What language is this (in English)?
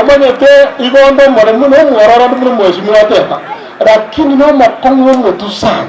Gusii